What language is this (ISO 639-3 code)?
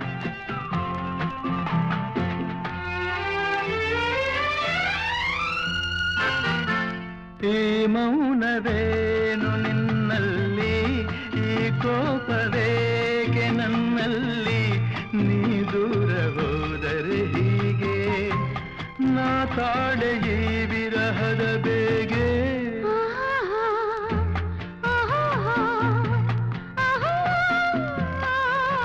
kan